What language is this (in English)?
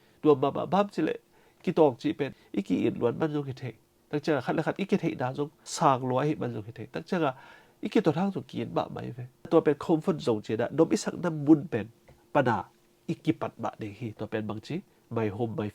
Tedim Chin